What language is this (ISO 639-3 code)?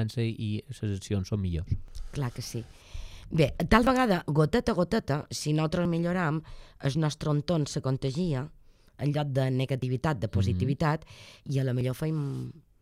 cat